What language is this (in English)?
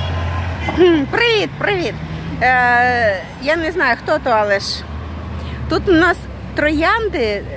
Ukrainian